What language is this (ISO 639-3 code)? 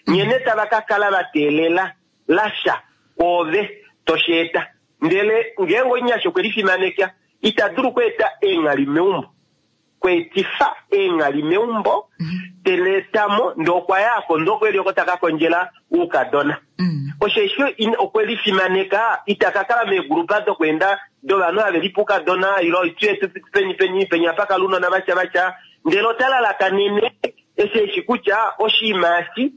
kua